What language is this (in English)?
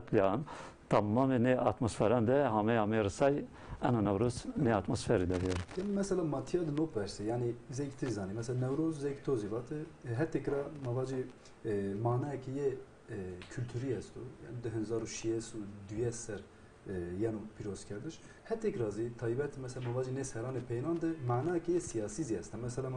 Zaza